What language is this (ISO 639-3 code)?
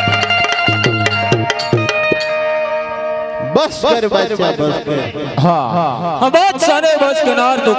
guj